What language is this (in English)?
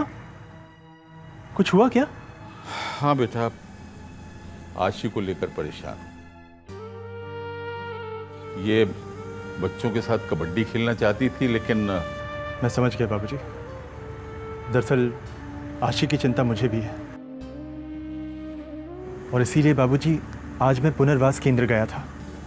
Hindi